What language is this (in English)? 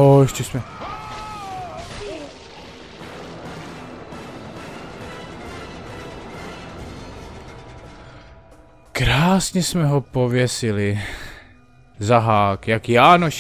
Czech